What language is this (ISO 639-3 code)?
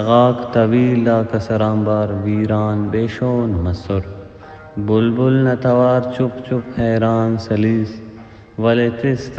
brh